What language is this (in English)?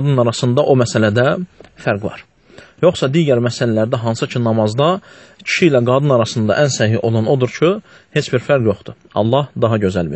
Azerbaijani